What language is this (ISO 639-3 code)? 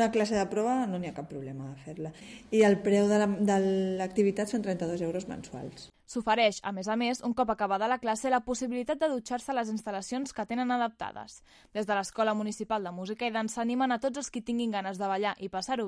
cat